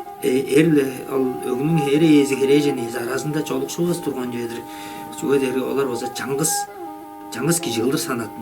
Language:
Tuvinian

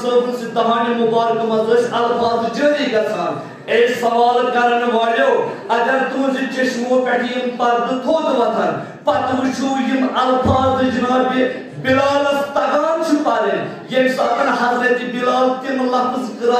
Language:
Kashmiri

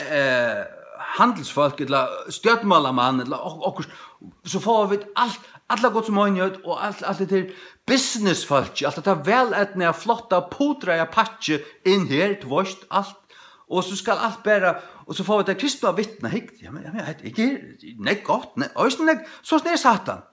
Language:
Faroese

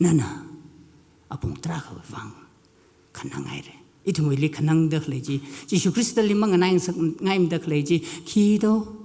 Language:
Tangkhul Naga (India)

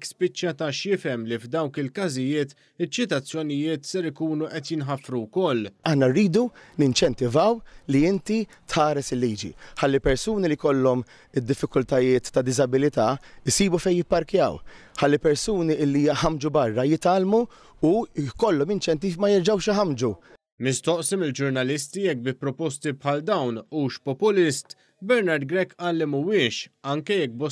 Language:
Maltese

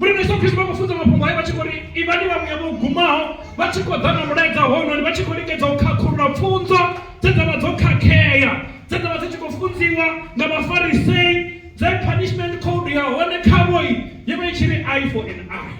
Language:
Venda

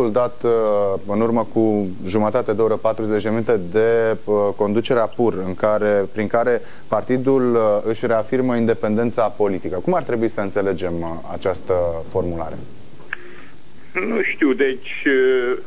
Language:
Romanian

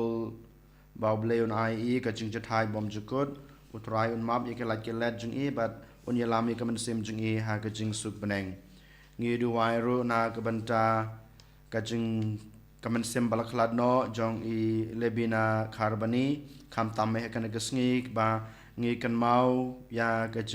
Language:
Khasi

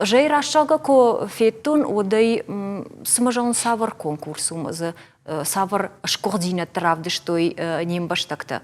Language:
Ossetic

